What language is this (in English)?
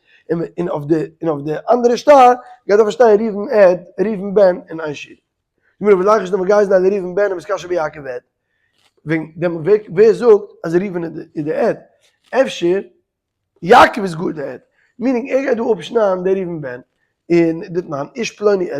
Yiddish